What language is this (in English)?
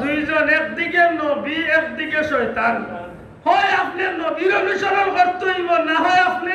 Sylheti